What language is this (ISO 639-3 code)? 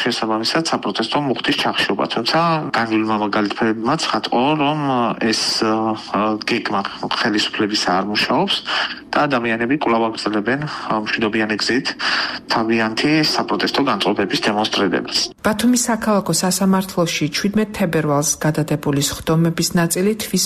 kat